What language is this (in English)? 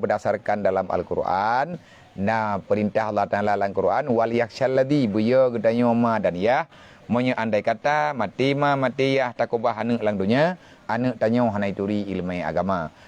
Achinese